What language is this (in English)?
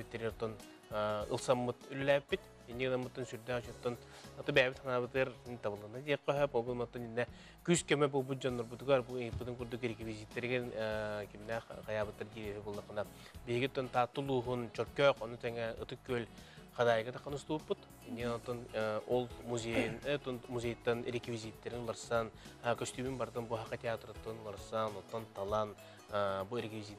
Yakut